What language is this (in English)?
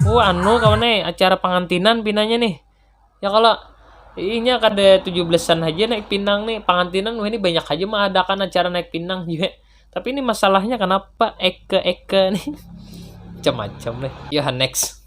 Banjar